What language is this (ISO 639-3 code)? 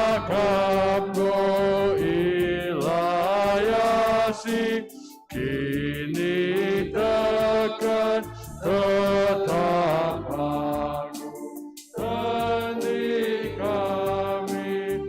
btx